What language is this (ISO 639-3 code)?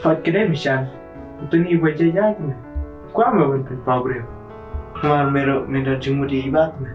kha